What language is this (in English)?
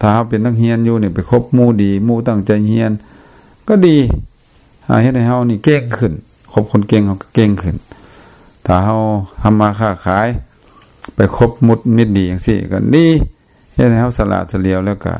Lao